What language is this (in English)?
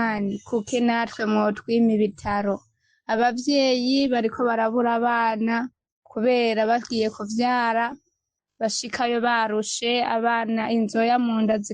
Rundi